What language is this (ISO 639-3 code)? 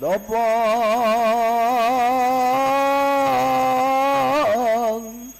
kas